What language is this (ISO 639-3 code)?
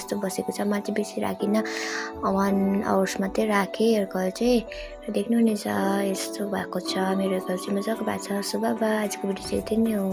nep